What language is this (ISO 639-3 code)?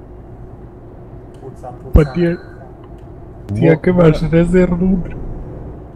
hrv